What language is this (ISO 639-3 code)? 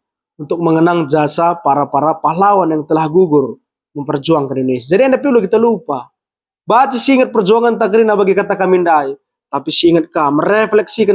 btx